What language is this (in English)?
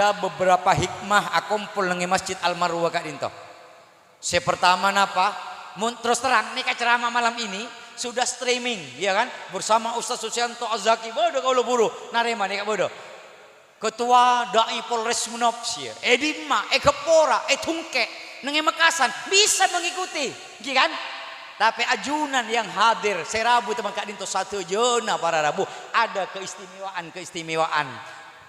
Madurese